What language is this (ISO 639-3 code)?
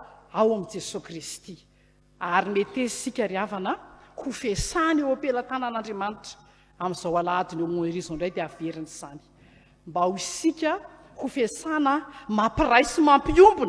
mlg